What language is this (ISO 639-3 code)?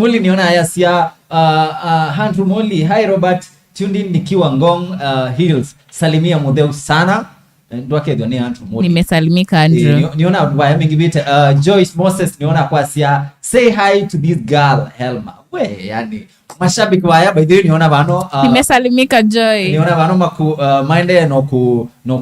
kam